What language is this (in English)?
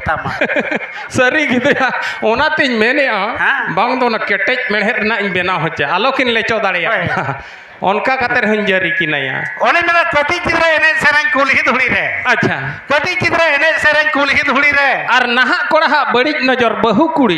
Santali